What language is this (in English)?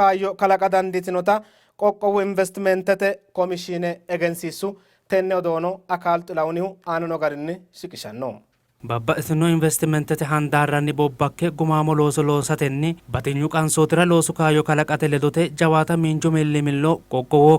Sidamo